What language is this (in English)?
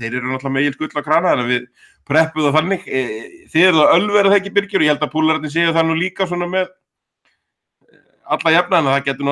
Icelandic